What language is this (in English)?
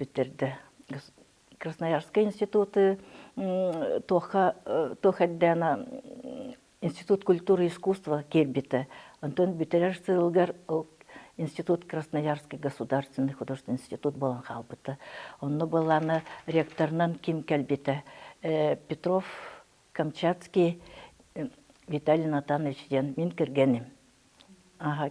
Yakut